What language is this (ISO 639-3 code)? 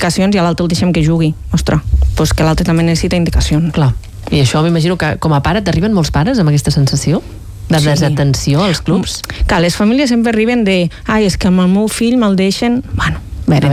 cat